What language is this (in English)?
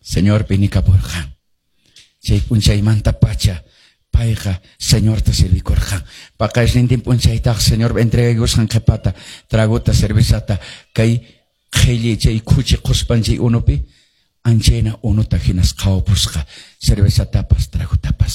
Quechua